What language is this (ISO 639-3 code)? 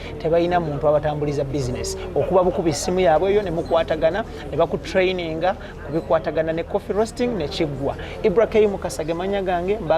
lug